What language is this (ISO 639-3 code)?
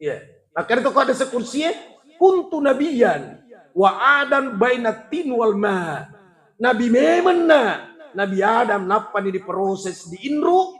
bug